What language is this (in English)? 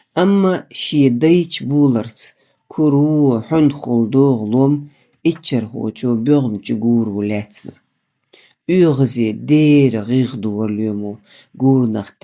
Chechen